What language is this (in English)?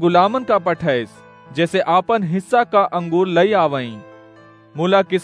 Awadhi